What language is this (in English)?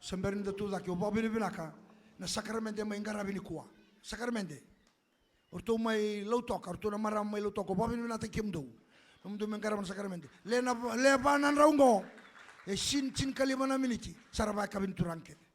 Fijian